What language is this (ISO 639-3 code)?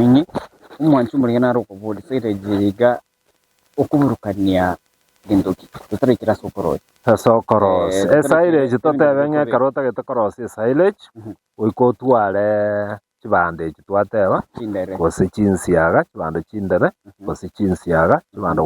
guz